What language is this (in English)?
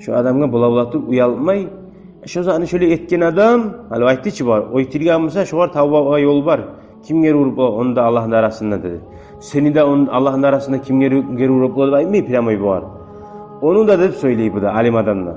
Kumyk